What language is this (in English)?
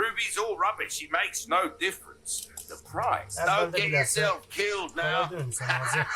South Azerbaijani